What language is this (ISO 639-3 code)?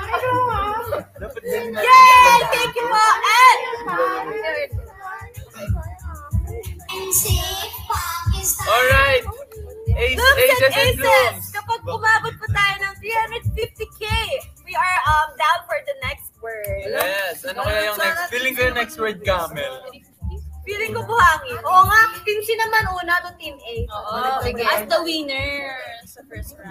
fil